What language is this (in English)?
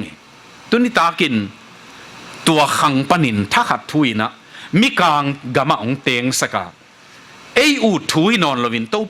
Tedim Chin